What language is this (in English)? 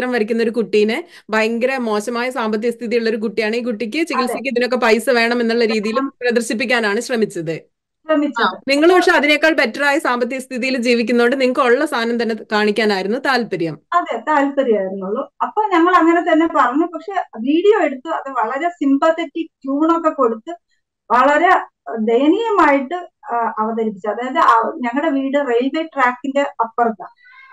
Malayalam